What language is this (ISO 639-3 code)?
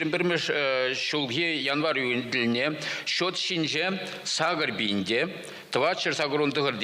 chv